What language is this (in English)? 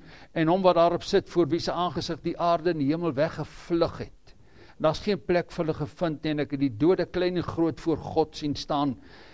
Afrikaans